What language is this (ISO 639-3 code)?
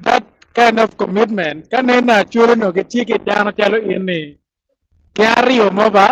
ach